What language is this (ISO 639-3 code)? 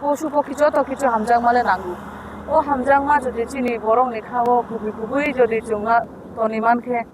trp